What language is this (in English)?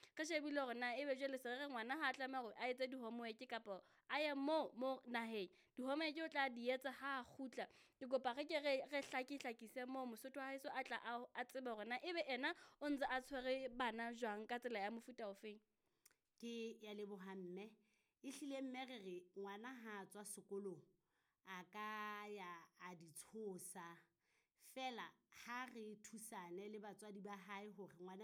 Southern Sotho